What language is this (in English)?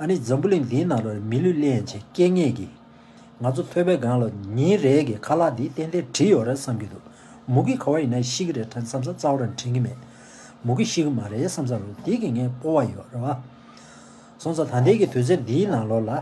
Tibetan